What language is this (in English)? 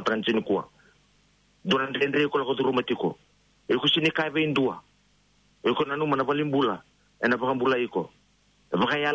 Fijian